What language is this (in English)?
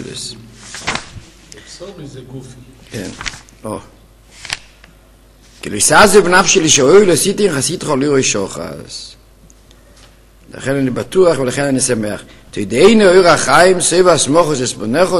Hebrew